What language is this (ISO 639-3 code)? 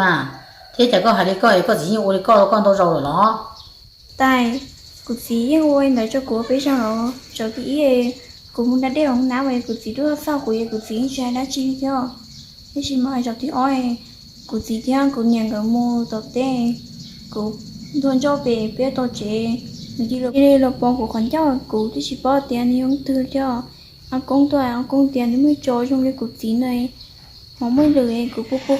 hmn